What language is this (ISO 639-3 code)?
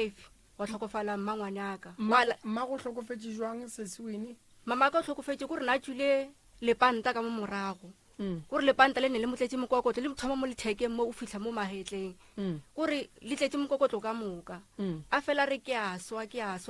nso